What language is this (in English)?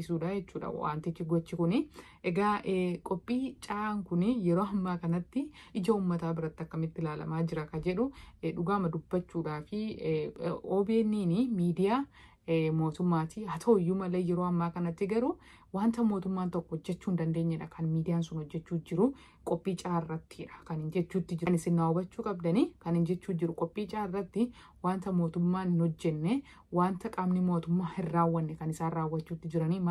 Oromo